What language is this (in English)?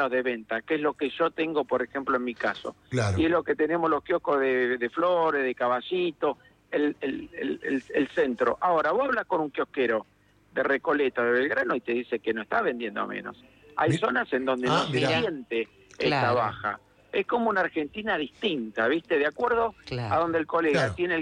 Spanish